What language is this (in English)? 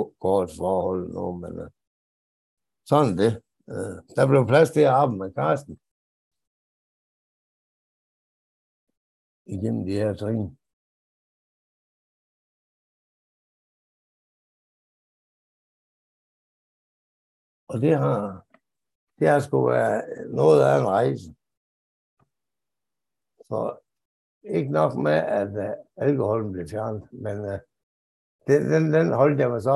Danish